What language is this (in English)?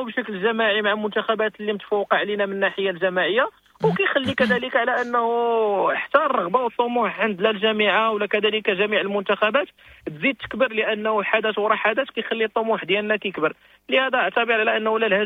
Moroccan Arabic